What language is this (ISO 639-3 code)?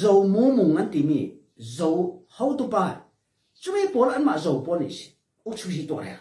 cnh